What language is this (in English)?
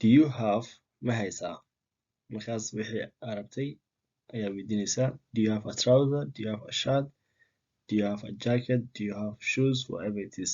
Somali